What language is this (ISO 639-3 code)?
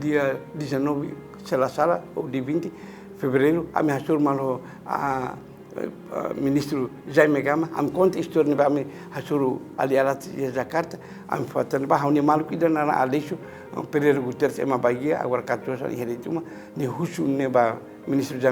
tet